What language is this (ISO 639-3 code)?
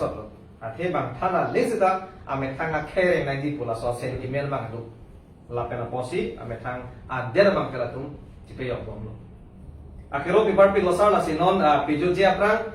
mjw